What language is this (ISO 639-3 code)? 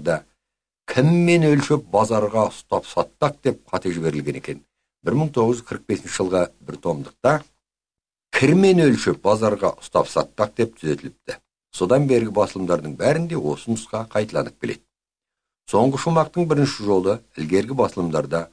kaz